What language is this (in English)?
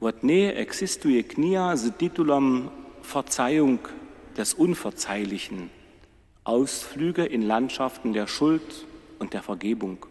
Upper Sorbian